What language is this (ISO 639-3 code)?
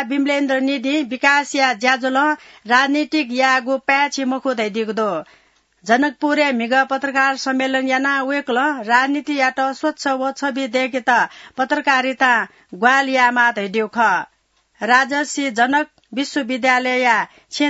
new